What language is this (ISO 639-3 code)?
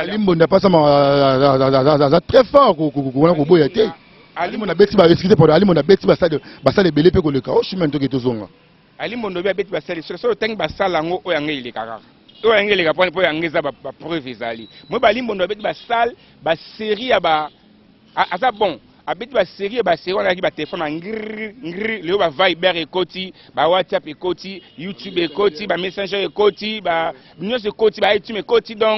lin